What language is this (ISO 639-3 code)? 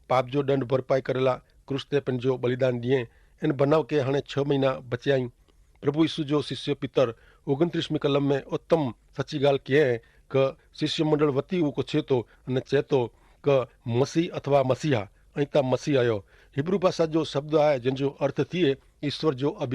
kfr